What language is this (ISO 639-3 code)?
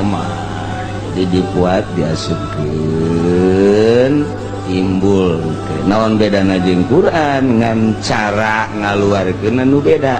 sun